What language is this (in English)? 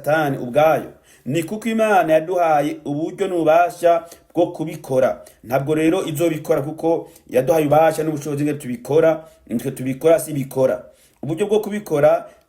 Rundi